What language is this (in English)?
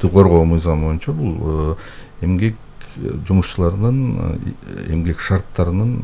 Kyrgyz